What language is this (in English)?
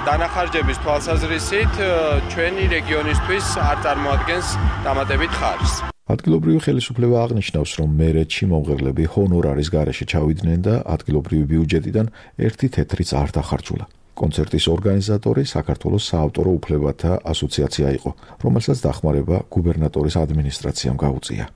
Georgian